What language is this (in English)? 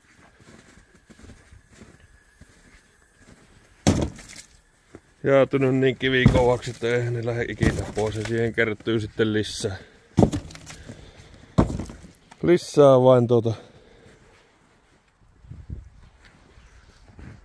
Finnish